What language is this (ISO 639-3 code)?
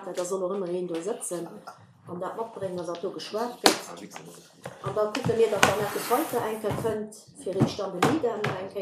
ltz